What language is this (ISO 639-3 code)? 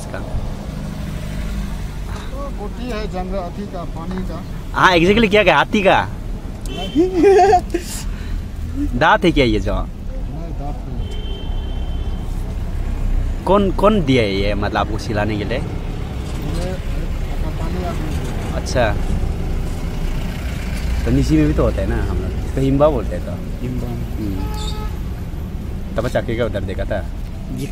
hin